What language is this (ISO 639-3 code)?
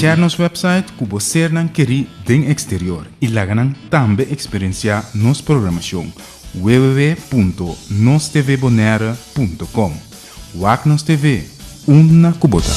pap